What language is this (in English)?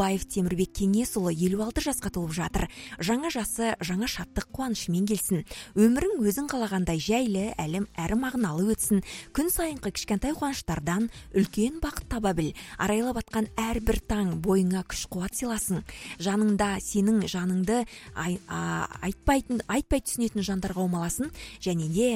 Kazakh